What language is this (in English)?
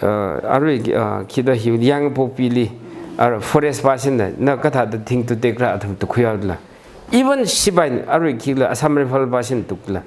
Tangkhul Naga (India)